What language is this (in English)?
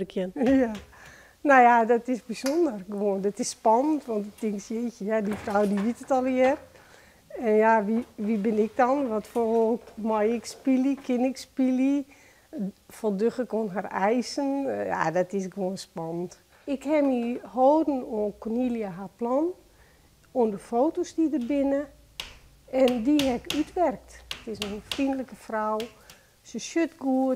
Western Frisian